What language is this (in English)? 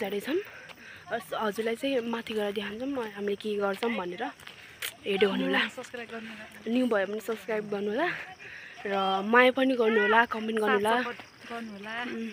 Nepali